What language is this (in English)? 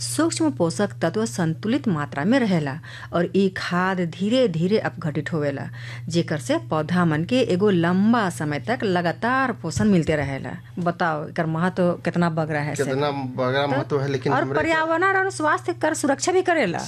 Bhojpuri